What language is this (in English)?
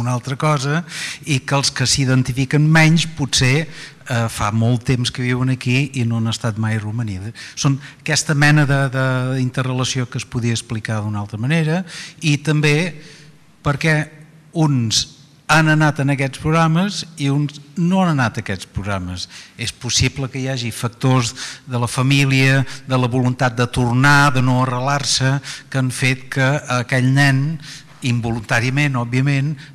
Catalan